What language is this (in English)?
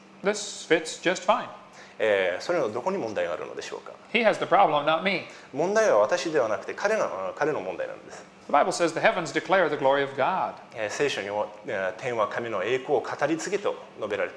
Japanese